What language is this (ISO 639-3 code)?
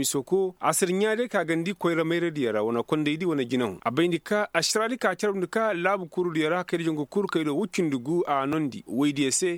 ses